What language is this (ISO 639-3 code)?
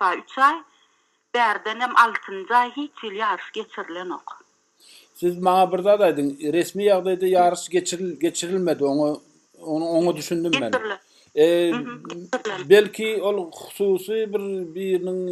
tuk